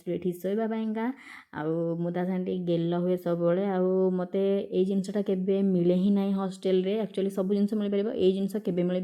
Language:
Odia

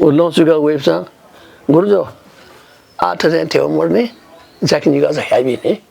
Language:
Newari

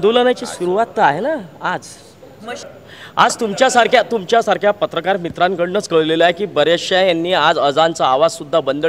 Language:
Marathi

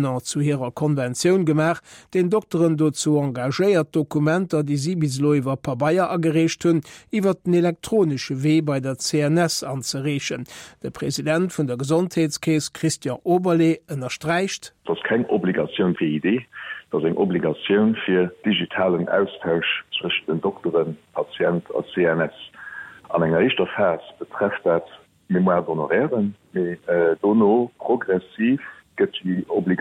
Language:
Luxembourgish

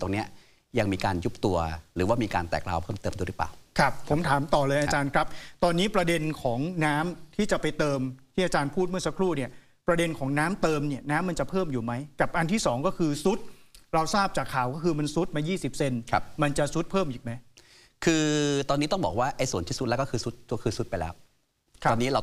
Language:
Thai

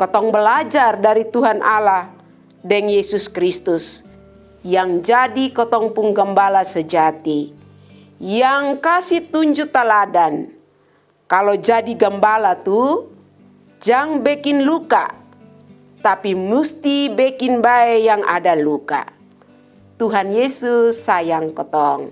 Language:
Kupang Malay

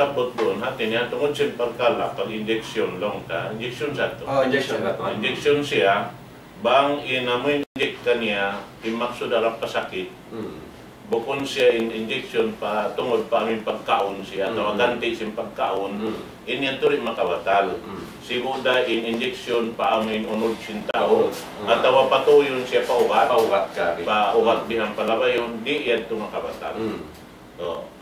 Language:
Tausug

